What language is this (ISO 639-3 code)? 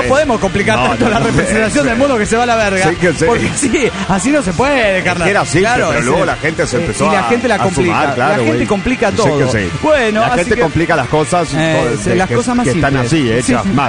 spa